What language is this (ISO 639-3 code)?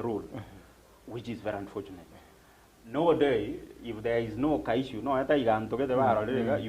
guz